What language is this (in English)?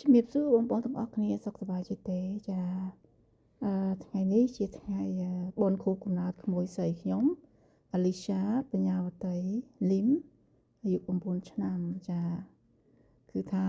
Khmer